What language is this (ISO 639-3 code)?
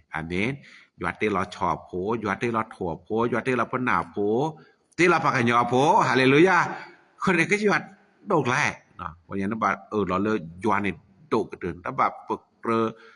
ksw